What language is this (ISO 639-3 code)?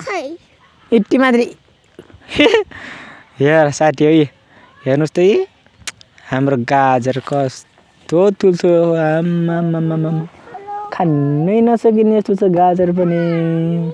nep